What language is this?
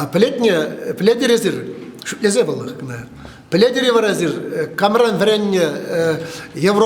Chuvash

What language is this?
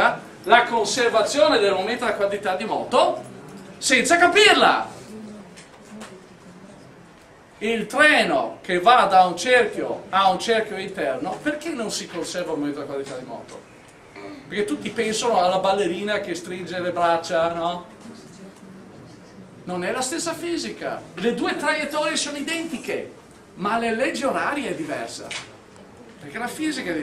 Italian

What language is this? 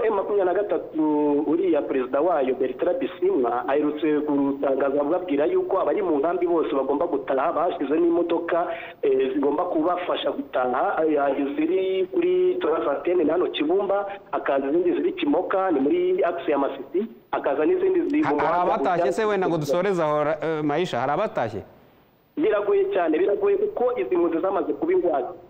Kinyarwanda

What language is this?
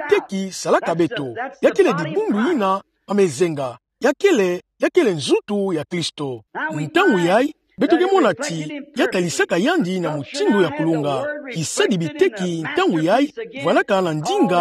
Kituba (Democratic Republic of Congo)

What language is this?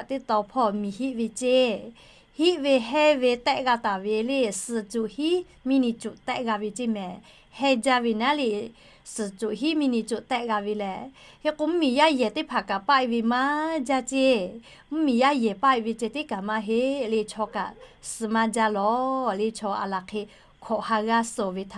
Lahu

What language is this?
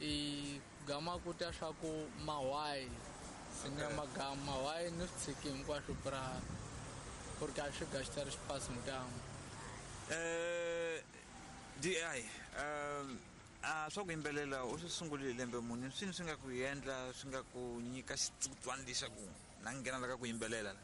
Tsonga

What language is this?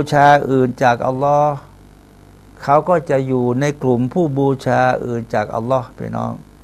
Thai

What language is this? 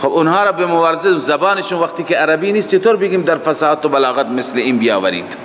Persian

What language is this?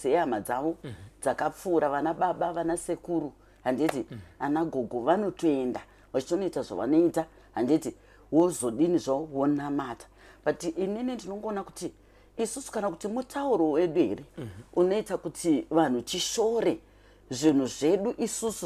Shona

